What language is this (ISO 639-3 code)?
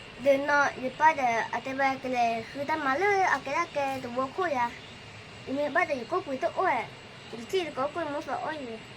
ksw